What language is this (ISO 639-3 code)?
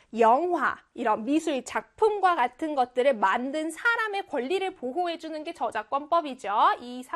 kor